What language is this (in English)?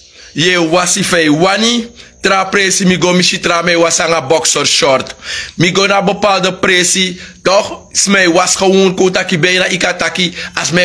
Sranan Tongo